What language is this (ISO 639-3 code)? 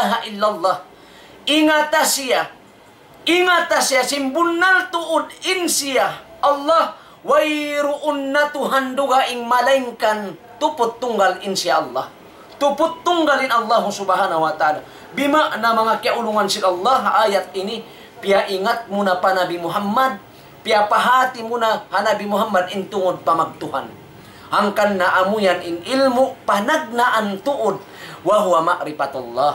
tsg